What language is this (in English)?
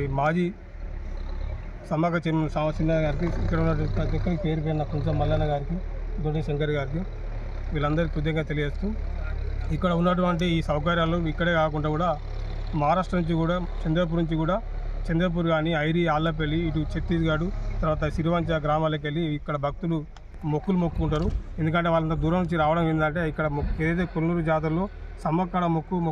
Telugu